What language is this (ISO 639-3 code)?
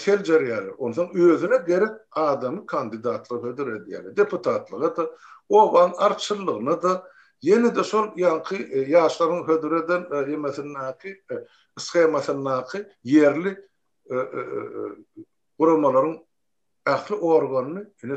tuk